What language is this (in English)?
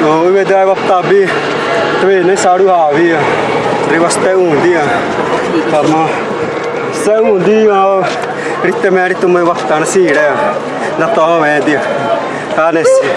Xavánte